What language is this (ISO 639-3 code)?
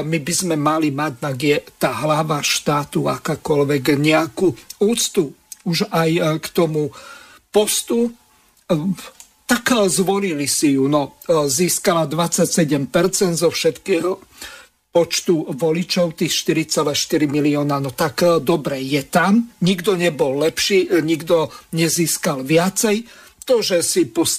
slk